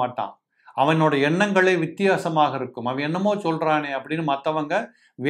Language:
Tamil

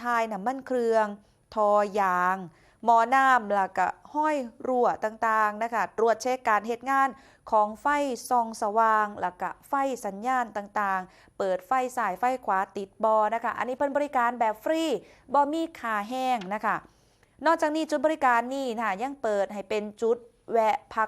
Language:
Northeastern Thai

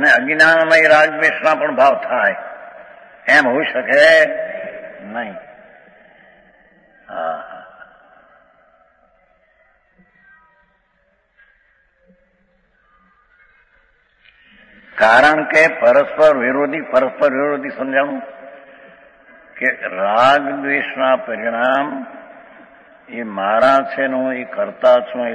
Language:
Gujarati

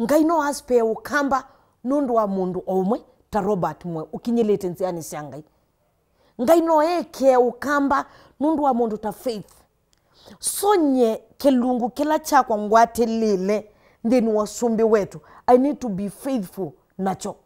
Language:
Kamba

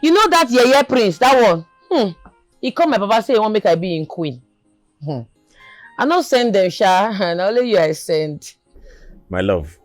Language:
Nigerian Pidgin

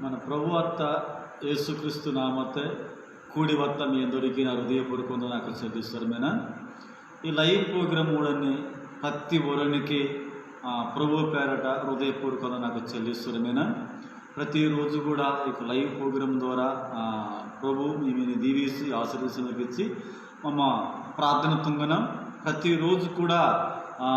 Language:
Koya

